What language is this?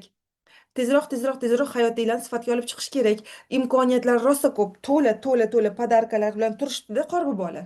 Uzbek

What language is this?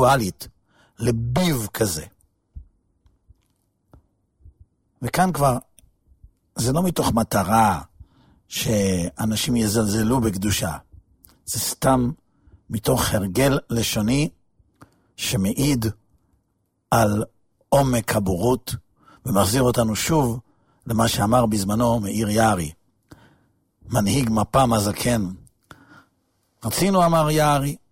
Hebrew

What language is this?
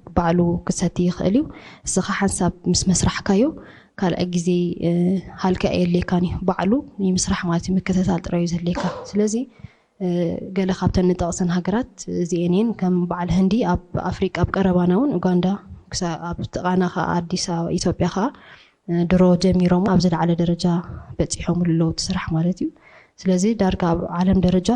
Tigrinya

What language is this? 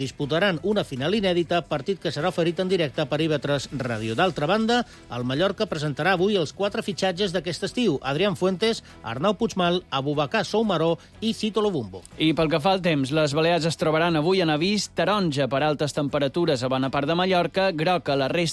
Catalan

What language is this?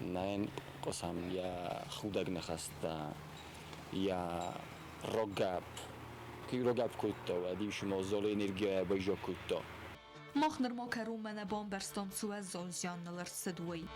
Ossetic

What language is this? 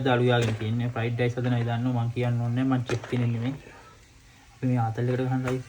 Sinhala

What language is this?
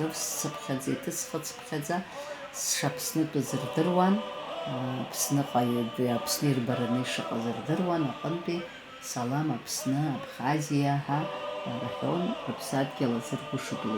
Abkhazian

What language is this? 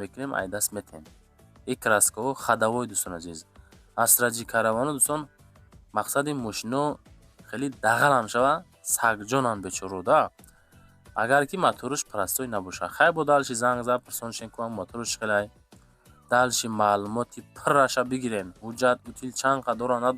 Tajik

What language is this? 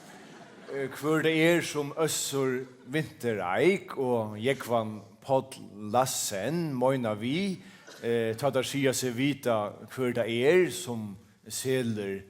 Faroese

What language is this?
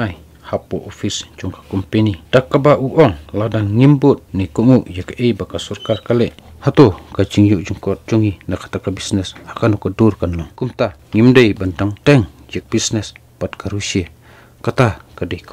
Khasi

